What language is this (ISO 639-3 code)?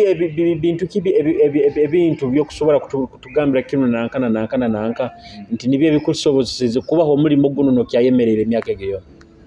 nyo